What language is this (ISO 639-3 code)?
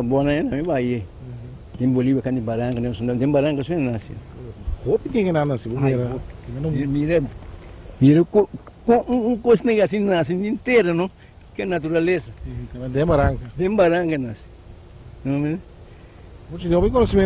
pap